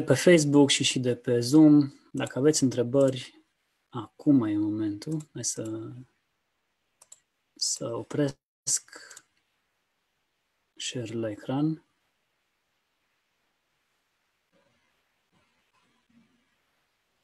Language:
Romanian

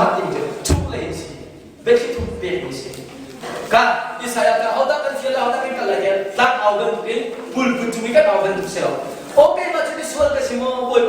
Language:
Hakha Chin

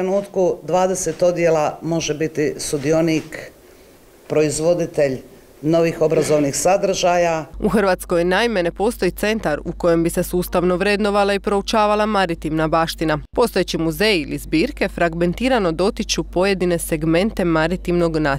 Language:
Croatian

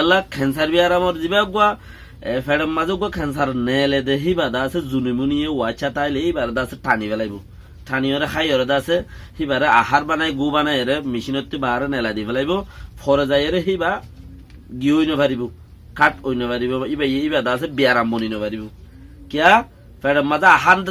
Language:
Rohingya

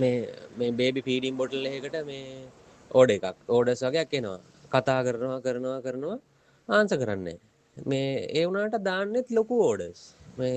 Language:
Sinhala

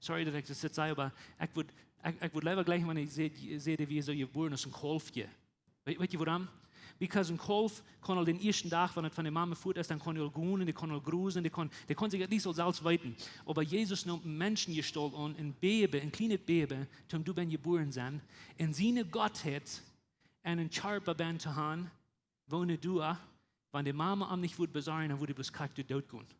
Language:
Plautdietsch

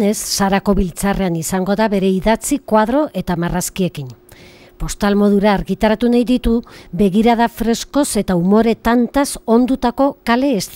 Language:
Basque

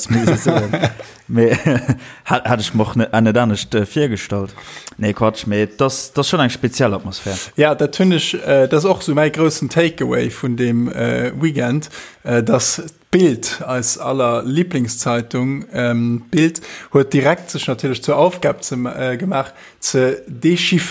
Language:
Luxembourgish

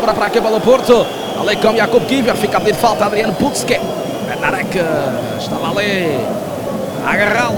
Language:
Portuguese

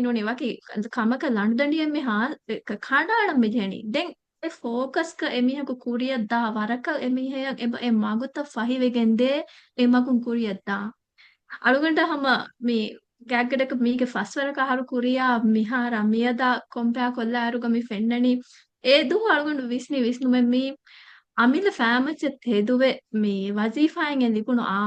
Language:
Divehi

